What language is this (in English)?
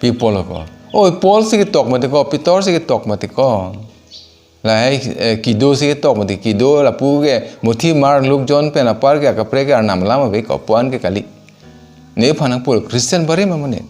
Karbi